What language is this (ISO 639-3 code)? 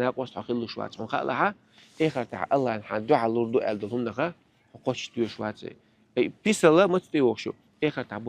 che